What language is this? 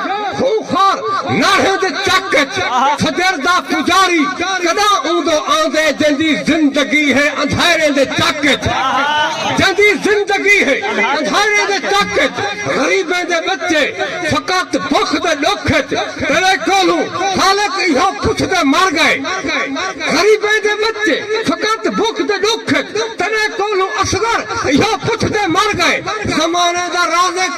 Saraiki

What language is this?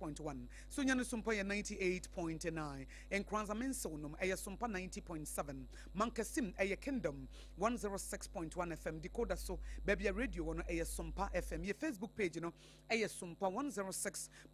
Akan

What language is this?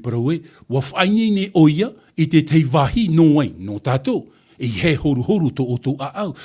Tahitian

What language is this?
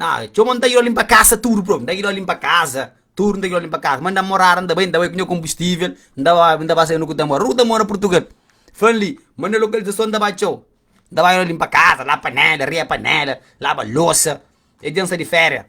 Kabuverdianu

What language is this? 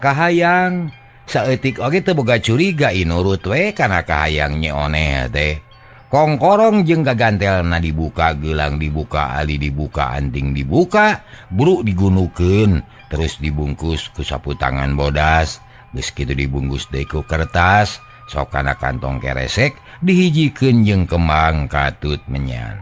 Sundanese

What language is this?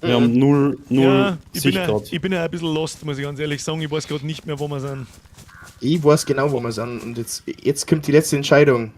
Bavarian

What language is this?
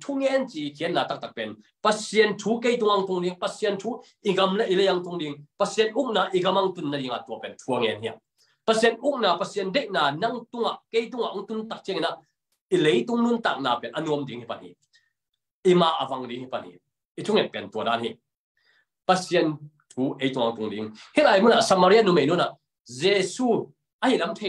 Tedim Chin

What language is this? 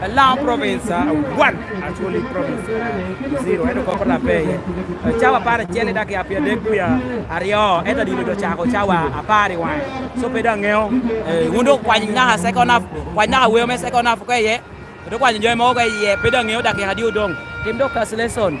Lango (Uganda)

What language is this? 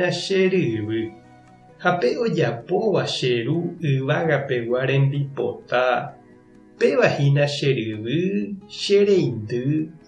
Guarani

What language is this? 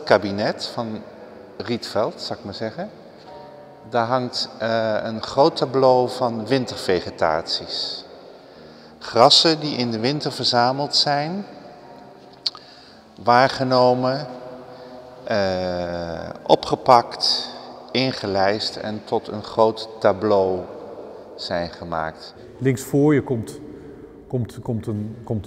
Dutch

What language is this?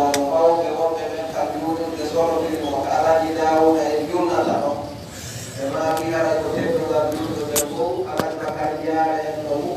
Pular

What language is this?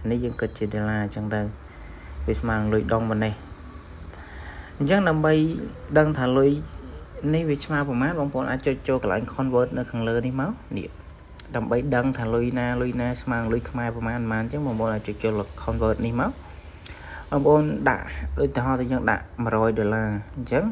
Khmer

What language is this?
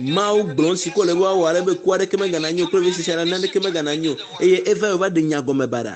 Ewe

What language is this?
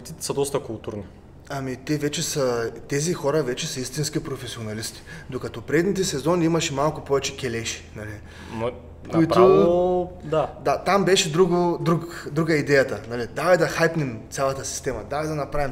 Bulgarian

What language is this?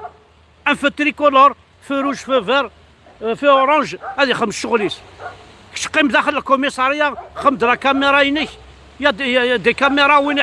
Kabyle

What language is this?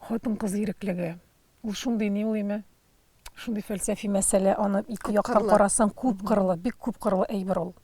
Tatar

